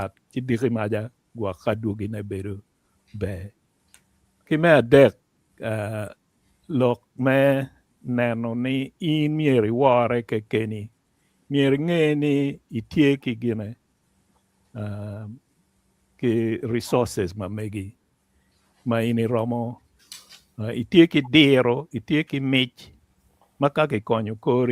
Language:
Acoli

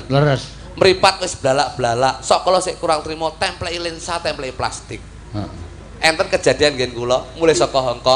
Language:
Javanese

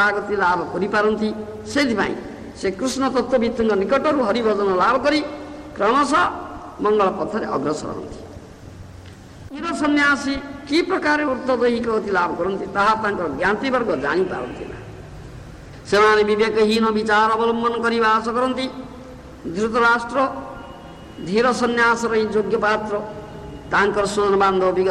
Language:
Odia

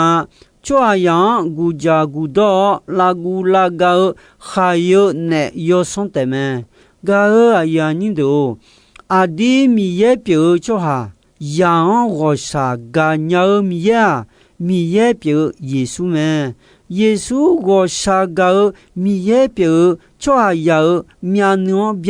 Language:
Akha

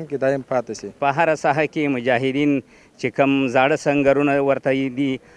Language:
Pashto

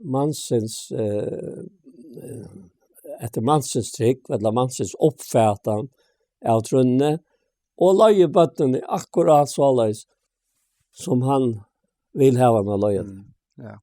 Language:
Faroese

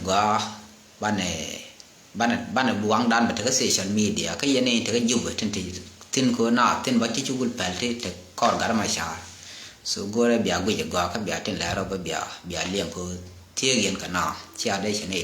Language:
Nuer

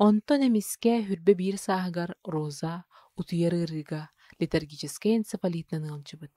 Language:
Yakut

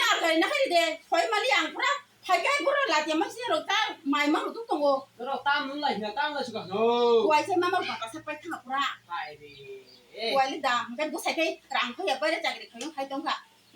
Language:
Kok Borok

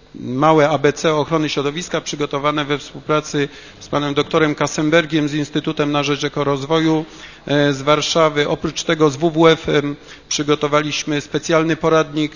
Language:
Polish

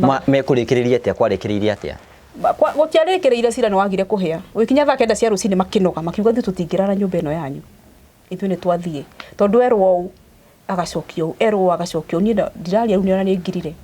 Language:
Kikuyu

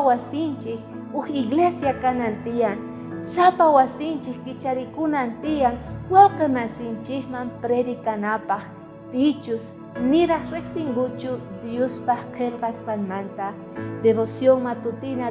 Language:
South Bolivian Quechua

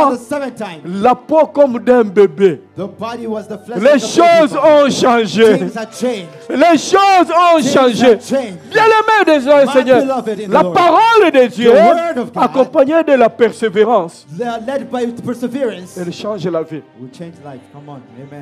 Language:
French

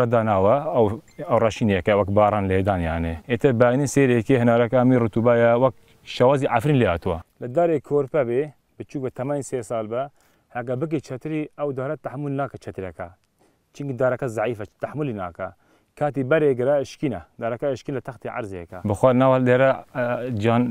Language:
Kurdish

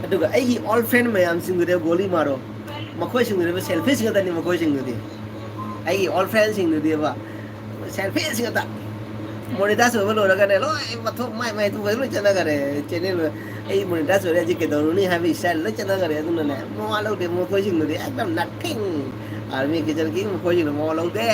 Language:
Manipuri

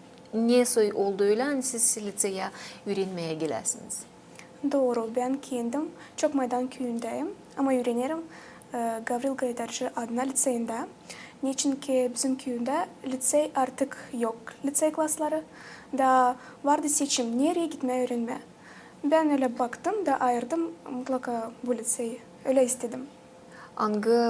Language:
Gagauz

